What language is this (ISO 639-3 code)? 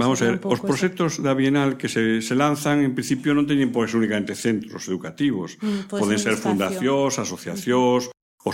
glg